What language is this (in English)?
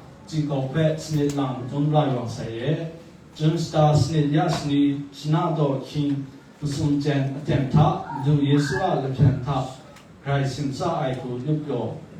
Kachin